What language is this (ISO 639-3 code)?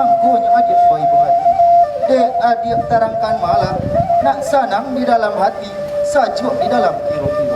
min